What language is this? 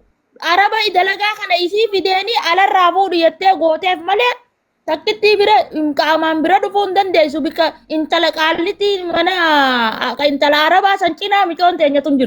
Oromo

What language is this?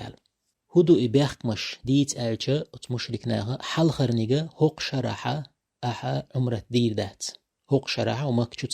Chechen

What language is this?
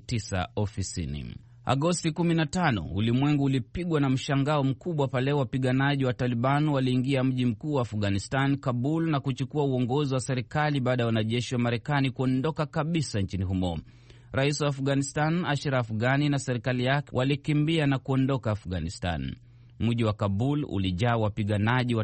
Swahili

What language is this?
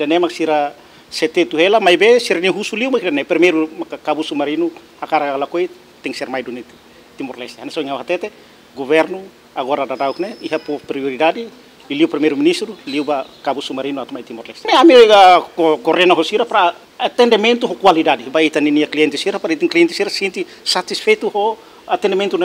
Tetum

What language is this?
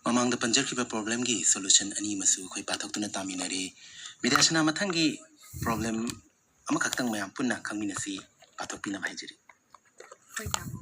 Manipuri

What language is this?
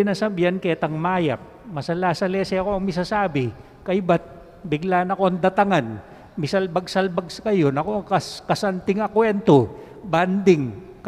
Pampanga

